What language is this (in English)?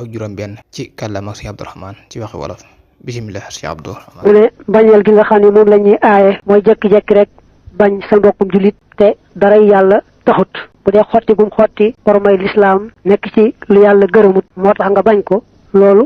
Wolof